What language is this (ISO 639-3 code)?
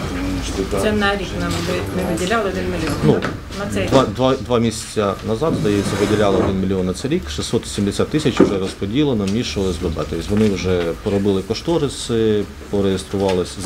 ukr